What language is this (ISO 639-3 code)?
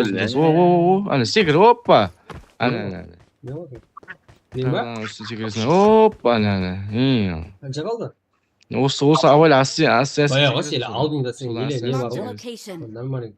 kaa